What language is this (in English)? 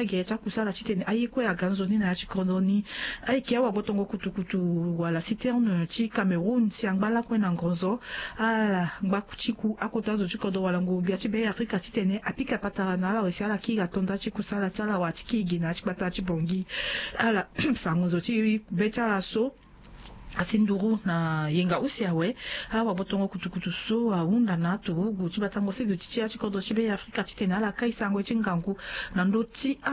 Sango